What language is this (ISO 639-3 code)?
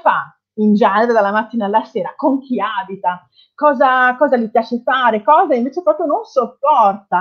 ita